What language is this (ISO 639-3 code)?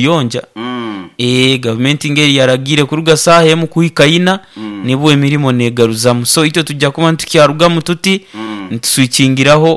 nyo